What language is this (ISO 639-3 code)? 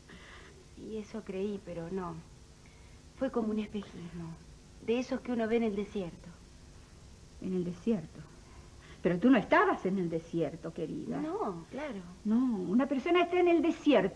spa